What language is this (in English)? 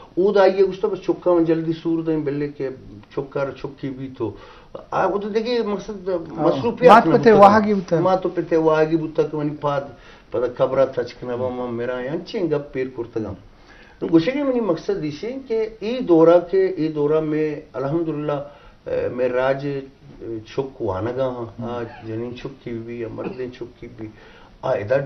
Eastern Balochi